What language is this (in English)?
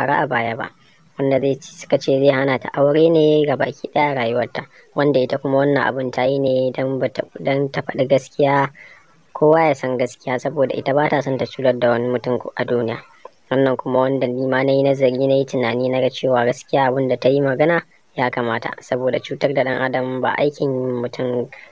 Hausa